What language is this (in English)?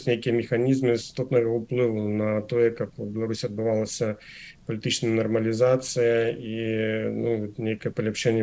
Belarusian